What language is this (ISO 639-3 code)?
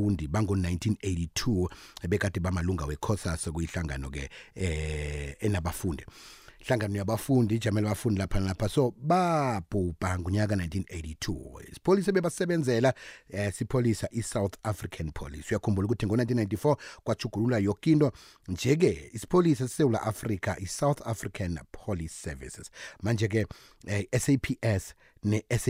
nbl